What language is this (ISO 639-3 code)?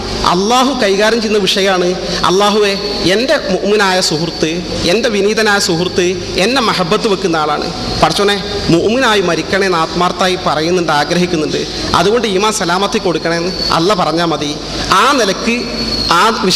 mal